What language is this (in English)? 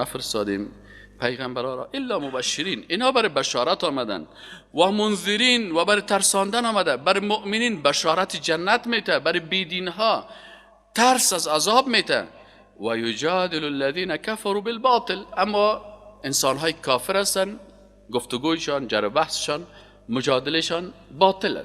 Persian